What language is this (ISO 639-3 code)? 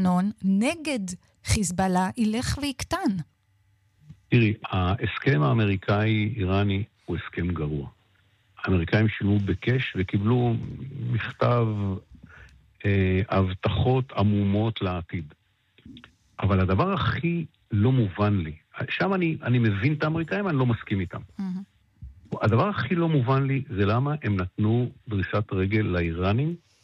heb